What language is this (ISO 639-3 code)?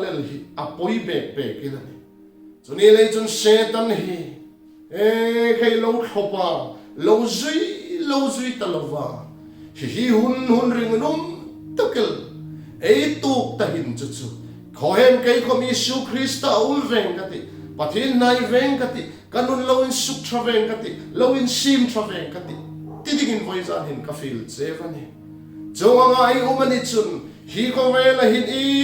hmr